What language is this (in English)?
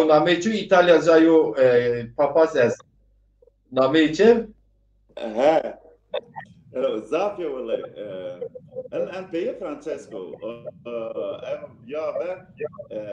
Zaza